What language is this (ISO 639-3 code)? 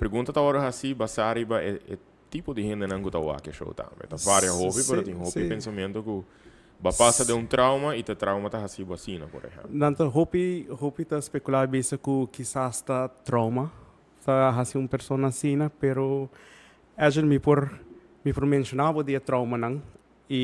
pap